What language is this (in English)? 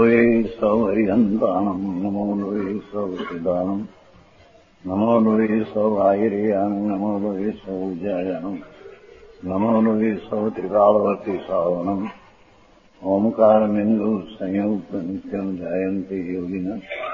Gujarati